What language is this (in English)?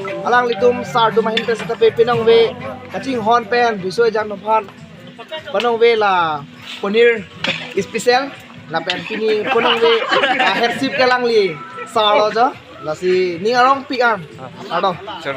Karbi